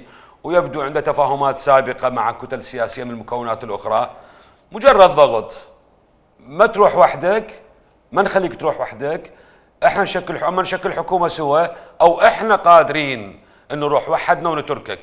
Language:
Mesopotamian Arabic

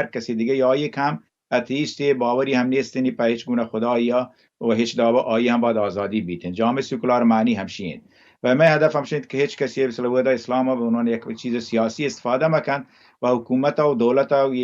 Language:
Baluchi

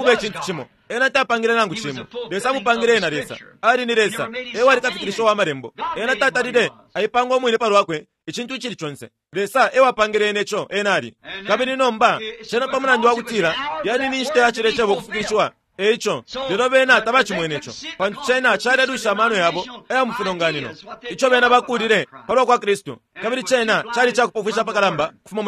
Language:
Bemba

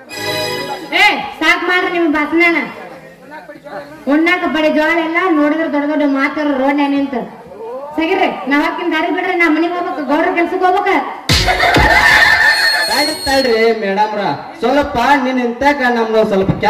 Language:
Kannada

